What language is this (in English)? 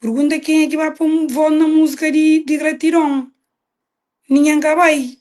Kabuverdianu